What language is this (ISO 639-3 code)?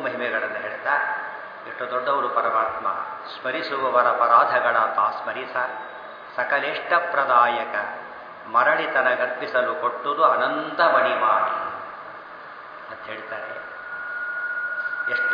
kan